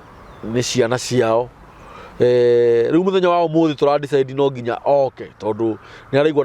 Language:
Kikuyu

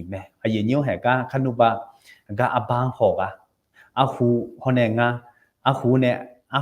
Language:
Akha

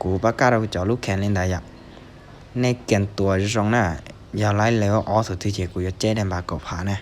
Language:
Hmong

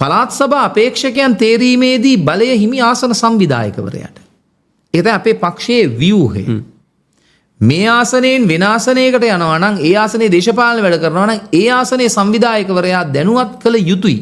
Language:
Sinhala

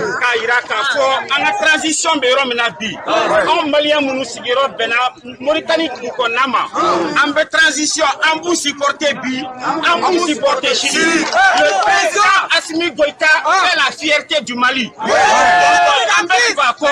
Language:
Bambara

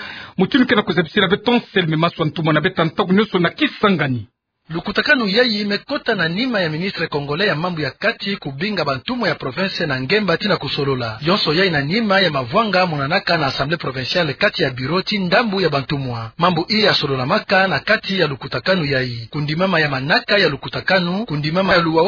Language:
Kituba (Democratic Republic of Congo)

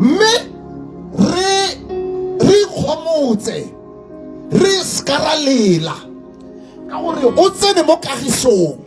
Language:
Tswana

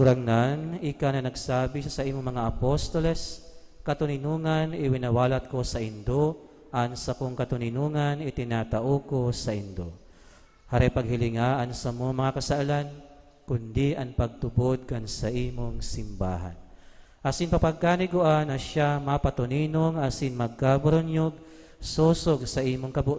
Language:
Bikol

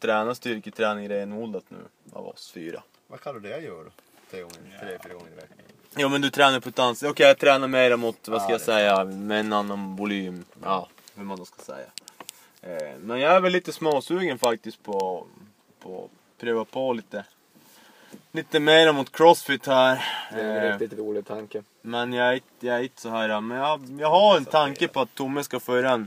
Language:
Swedish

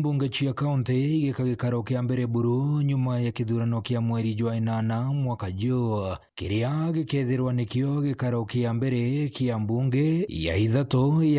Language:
Meru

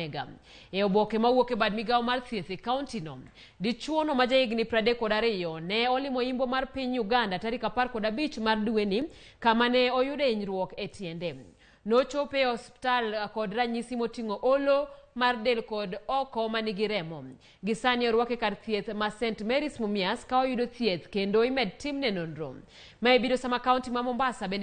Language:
Luo (Kenya and Tanzania)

